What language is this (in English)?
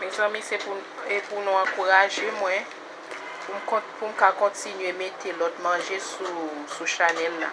Haitian Creole